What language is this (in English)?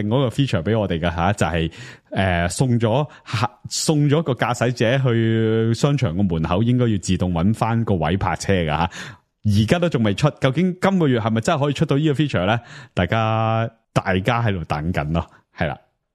Cantonese